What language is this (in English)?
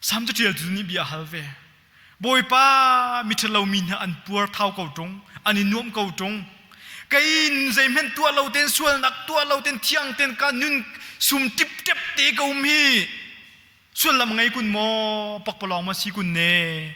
Hakha Chin